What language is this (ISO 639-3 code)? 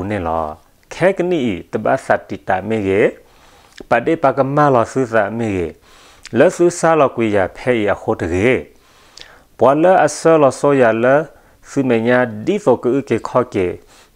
ksw